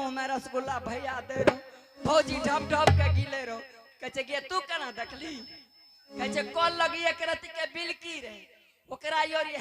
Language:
Angika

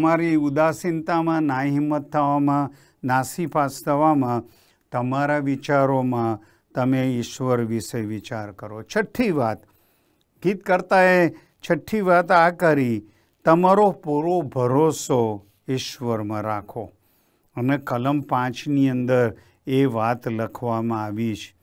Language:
Gujarati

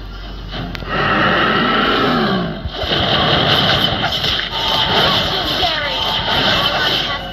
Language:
Malay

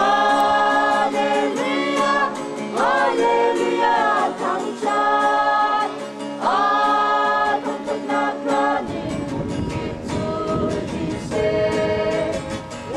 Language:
Hakha Chin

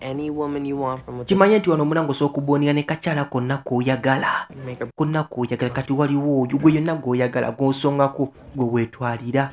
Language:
Ganda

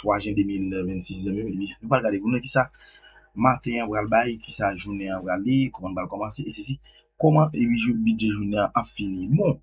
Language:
Haitian Creole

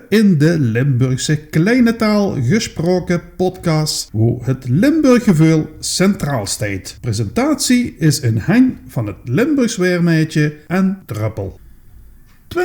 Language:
Limburgish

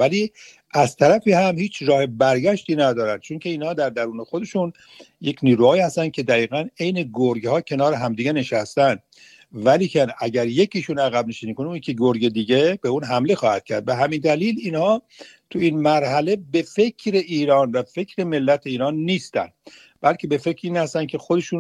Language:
Persian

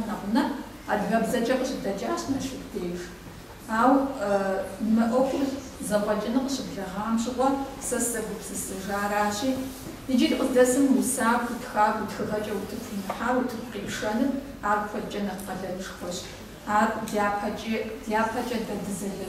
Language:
Kabardian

